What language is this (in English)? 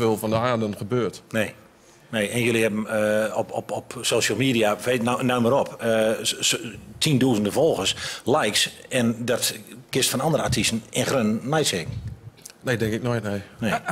Gronings